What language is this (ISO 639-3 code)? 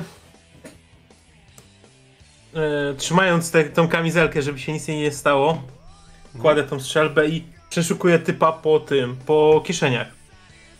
pol